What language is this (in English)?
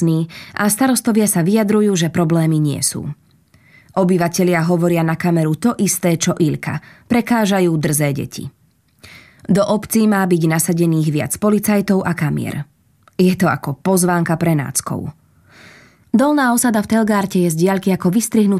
Slovak